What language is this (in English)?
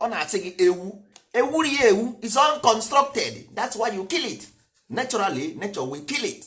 Igbo